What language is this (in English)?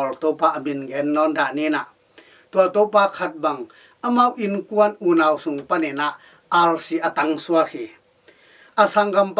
Tedim Chin